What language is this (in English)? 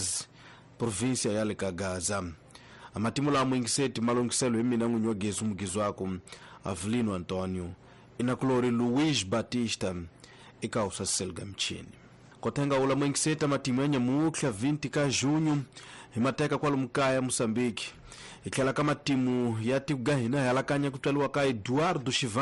Tsonga